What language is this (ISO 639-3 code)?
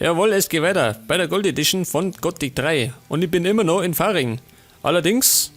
bar